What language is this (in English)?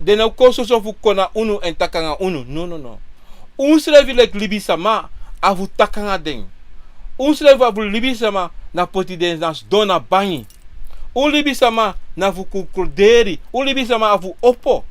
Sranan Tongo